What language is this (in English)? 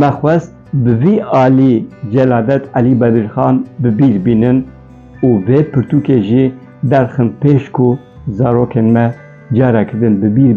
Kurdish